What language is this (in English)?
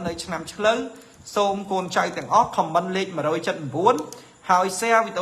Khmer